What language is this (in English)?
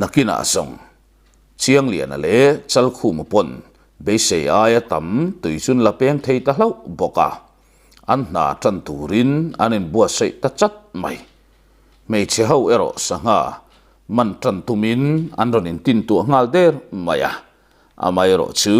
Mizo